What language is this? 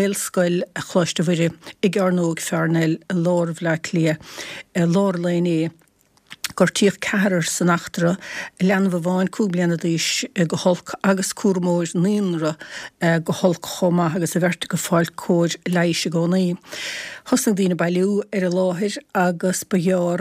Irish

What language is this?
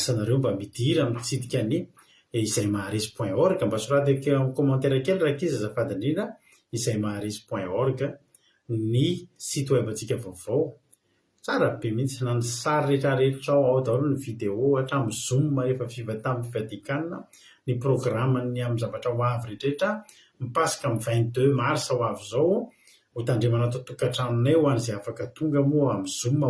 Malagasy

